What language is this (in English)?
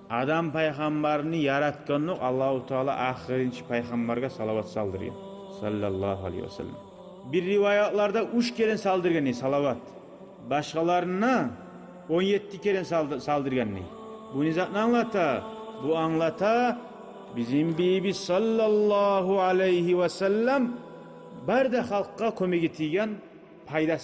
Kumyk